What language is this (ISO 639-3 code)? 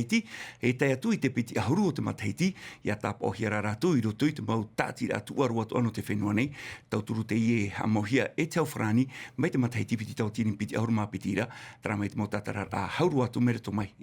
tah